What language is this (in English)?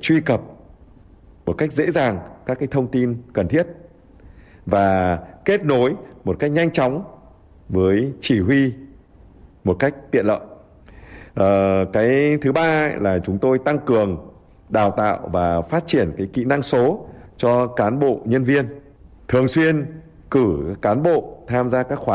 Vietnamese